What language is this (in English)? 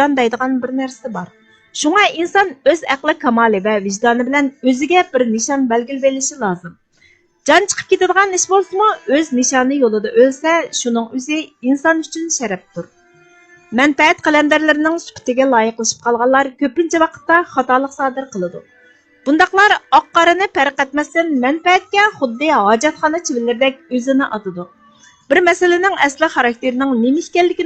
Uyghur